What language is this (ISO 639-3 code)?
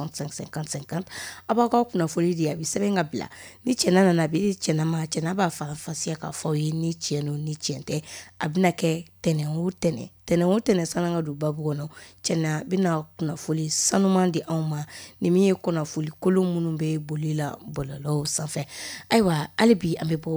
bam